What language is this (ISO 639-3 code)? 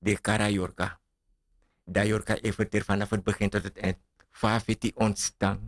srn